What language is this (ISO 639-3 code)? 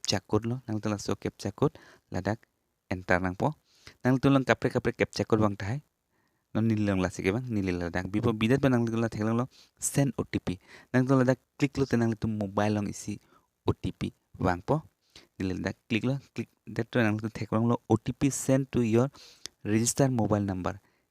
mjw